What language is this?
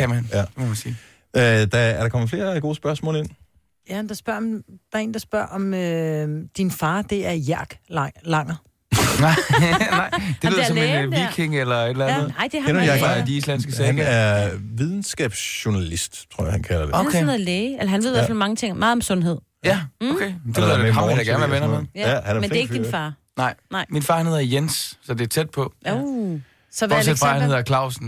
Danish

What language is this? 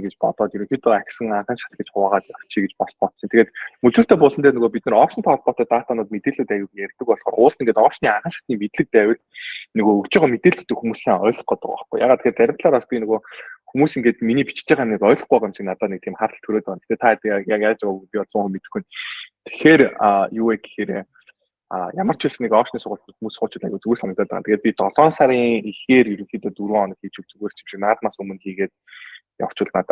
Mongolian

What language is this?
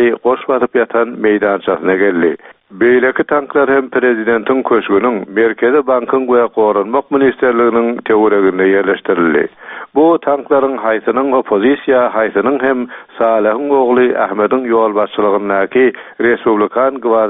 Turkmen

